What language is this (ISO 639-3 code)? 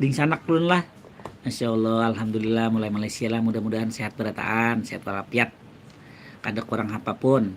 bjn